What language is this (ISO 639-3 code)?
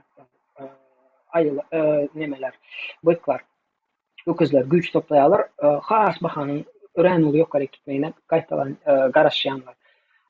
tuk